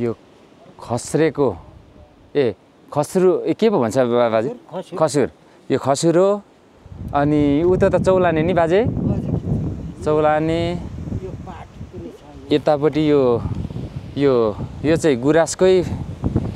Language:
Nepali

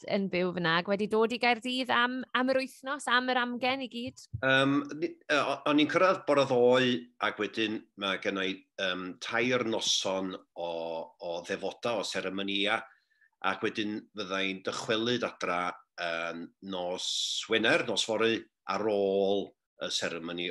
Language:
Welsh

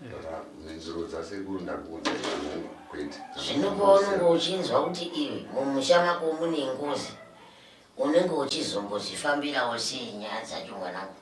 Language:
Shona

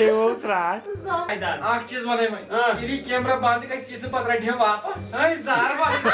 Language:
Kashmiri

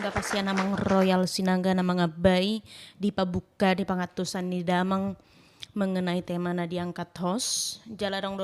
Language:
Batak Toba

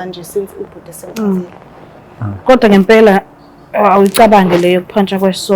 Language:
Zulu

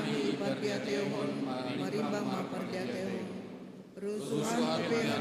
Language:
Batak Simalungun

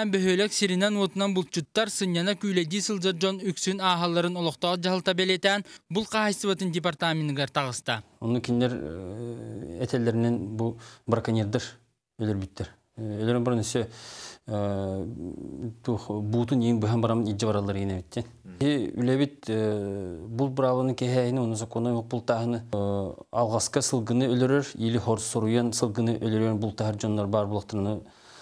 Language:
Yakut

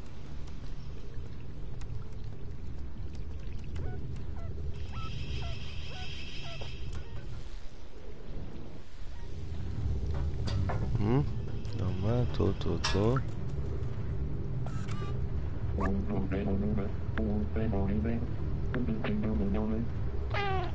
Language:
Polish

